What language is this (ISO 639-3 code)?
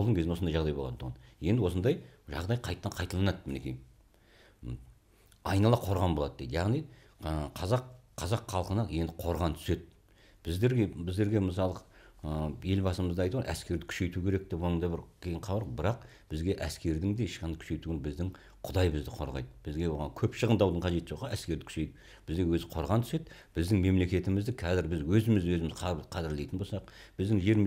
kaz